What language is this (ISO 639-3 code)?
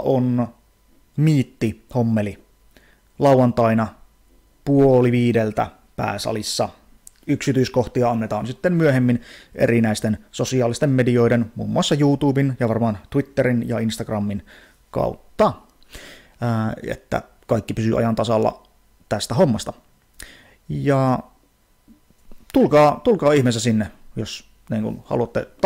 fin